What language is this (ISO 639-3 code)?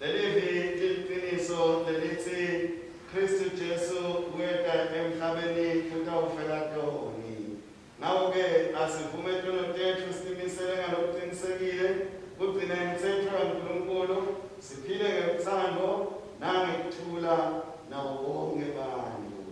ssw